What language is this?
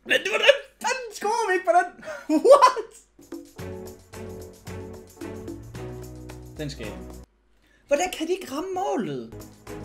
Danish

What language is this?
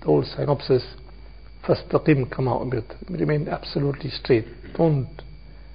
English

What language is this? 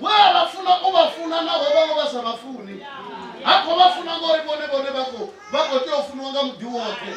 Venda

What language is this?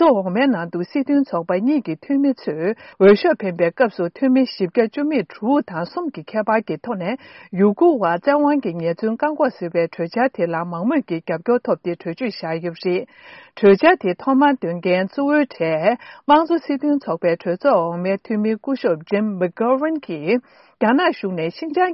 Tibetan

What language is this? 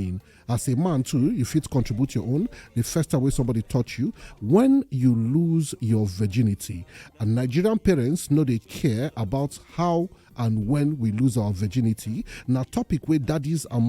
Nigerian Pidgin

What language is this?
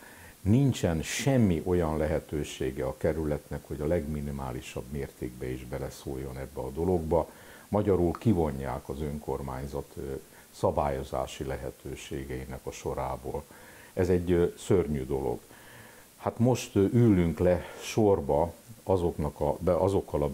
Hungarian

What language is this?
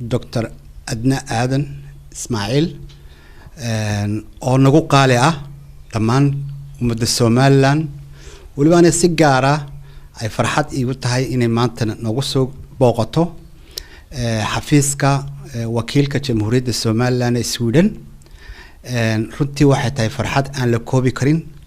Somali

